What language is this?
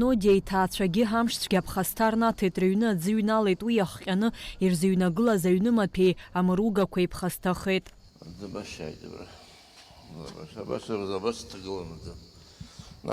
Abkhazian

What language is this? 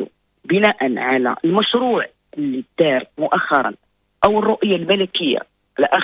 Moroccan Arabic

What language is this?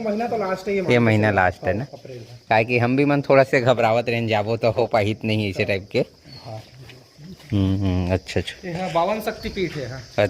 Chhattisgarhi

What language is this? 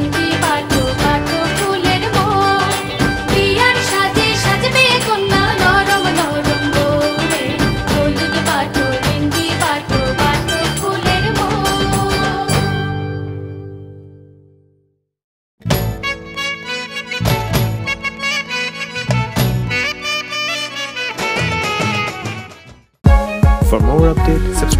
Bangla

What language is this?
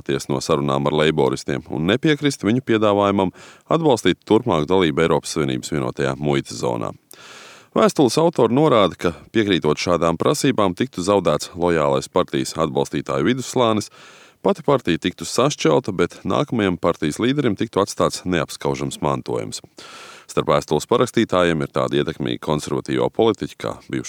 Latvian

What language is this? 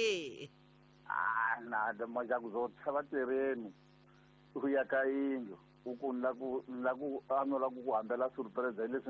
Tsonga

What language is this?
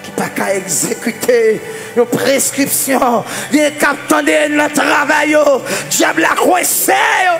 Haitian Creole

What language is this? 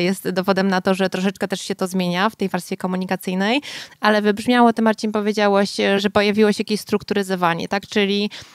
Polish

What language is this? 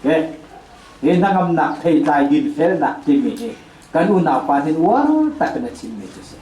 Hakha Chin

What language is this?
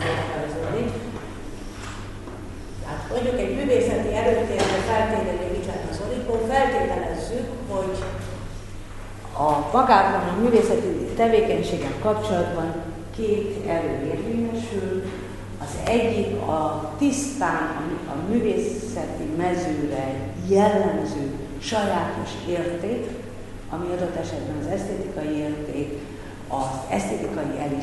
Hungarian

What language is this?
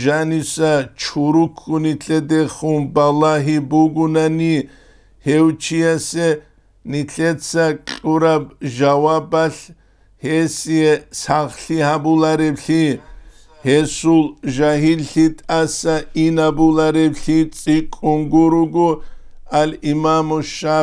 Avaric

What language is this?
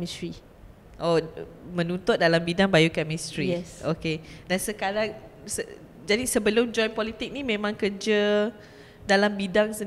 Malay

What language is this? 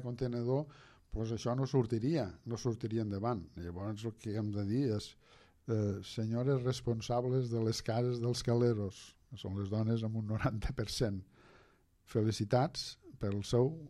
Catalan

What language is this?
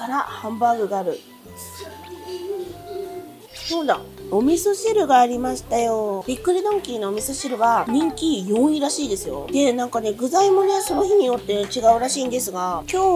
Japanese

